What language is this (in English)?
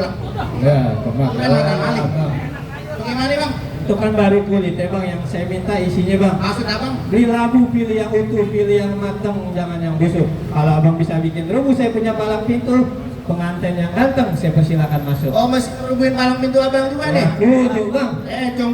Betawi